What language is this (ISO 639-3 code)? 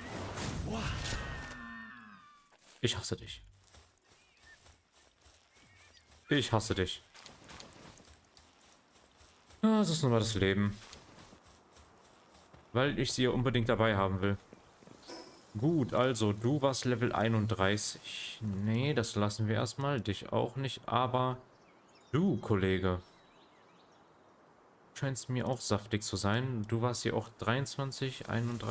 deu